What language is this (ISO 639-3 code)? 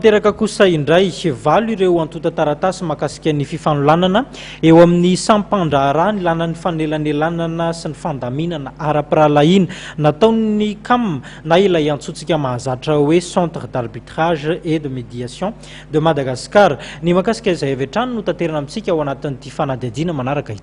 mlg